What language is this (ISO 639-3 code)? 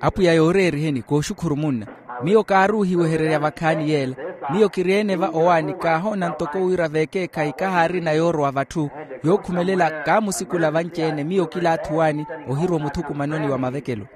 vmw